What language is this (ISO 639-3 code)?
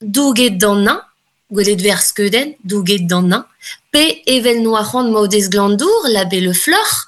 bre